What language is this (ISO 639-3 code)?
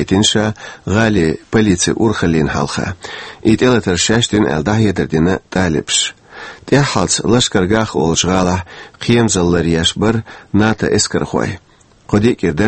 che